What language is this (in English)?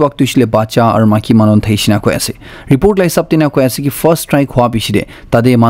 Naga Pidgin